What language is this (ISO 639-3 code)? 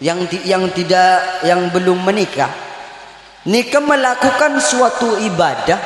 mad